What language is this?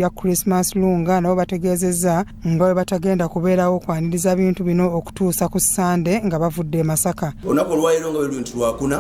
Ganda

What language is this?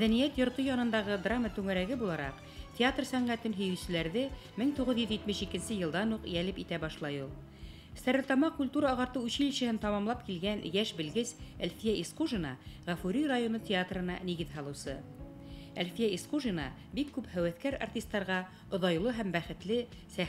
Bashkir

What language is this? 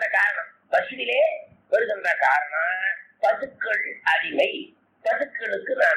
Tamil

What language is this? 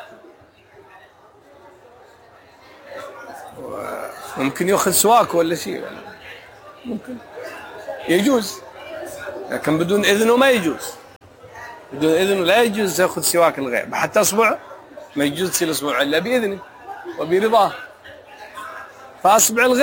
Arabic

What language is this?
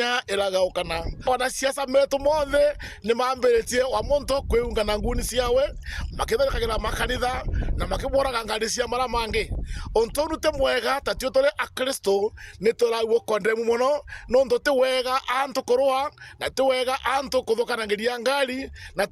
Meru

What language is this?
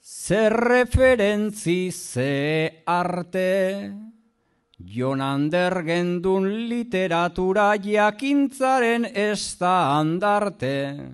Basque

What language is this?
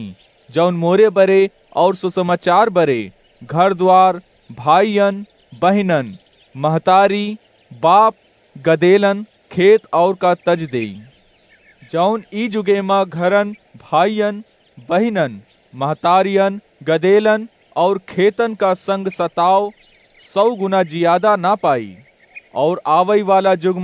Awadhi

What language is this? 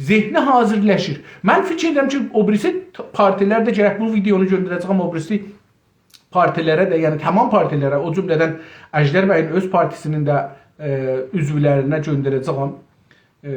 South Azerbaijani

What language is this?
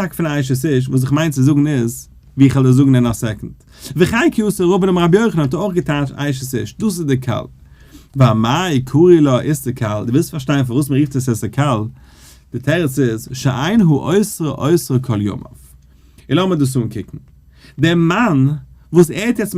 Yiddish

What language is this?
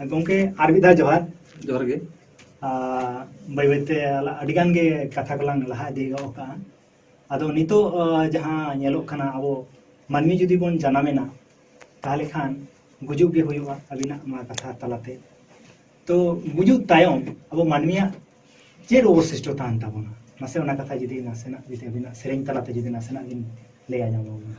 Santali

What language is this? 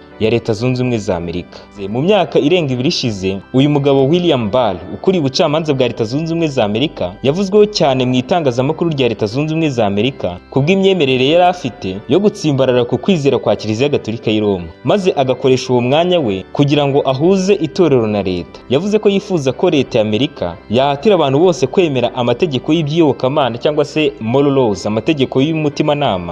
Kinyarwanda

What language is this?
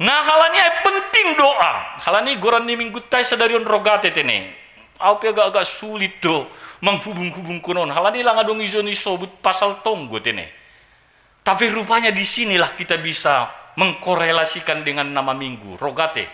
Batak Simalungun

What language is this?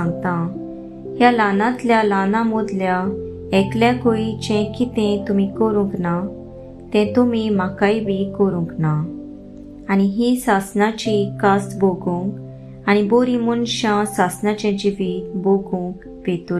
Konkani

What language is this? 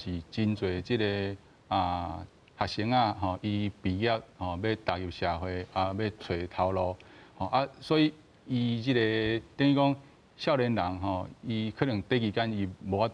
Min Nan Chinese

